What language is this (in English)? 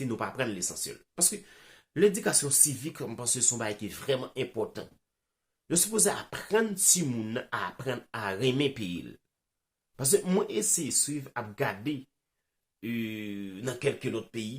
Haitian Creole